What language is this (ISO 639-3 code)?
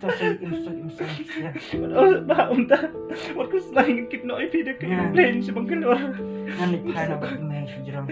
kha